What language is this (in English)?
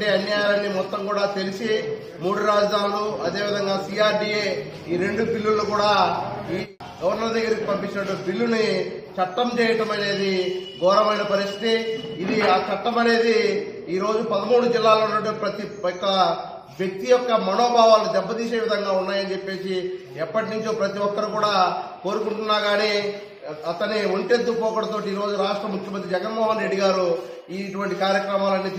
Telugu